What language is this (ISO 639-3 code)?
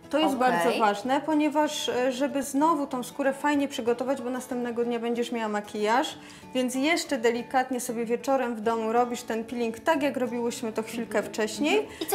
pol